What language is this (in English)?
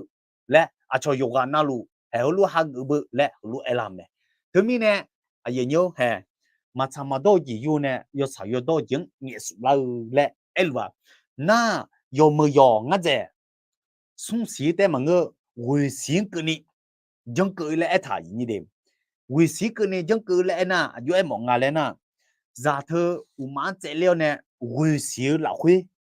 Akha